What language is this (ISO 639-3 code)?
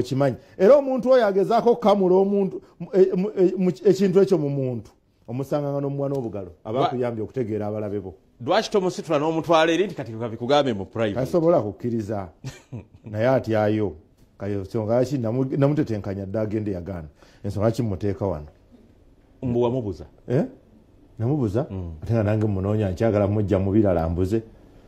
lug